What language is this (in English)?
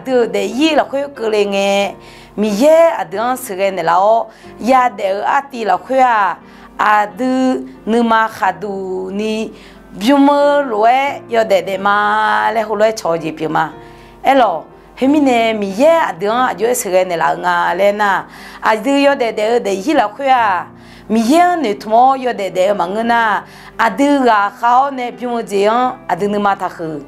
Akha